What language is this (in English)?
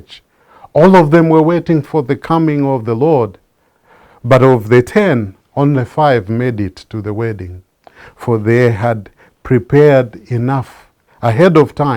English